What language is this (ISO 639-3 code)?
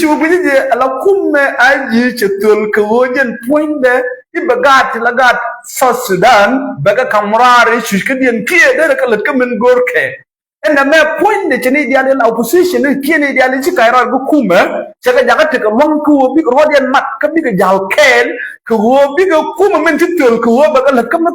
nus